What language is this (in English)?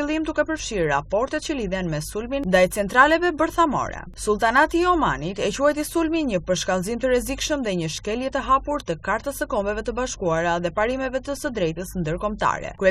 Albanian